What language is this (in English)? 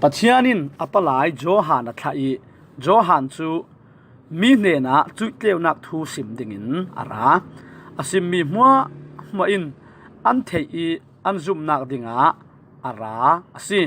Falam Chin